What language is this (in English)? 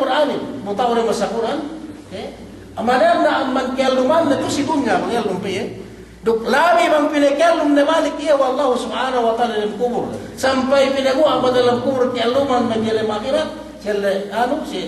Yakan